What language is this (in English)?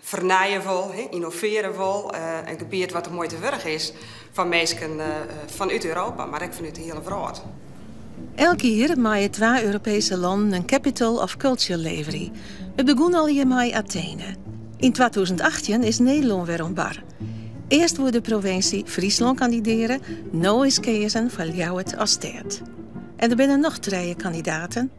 Western Frisian